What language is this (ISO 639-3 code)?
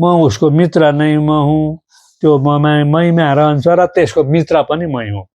nep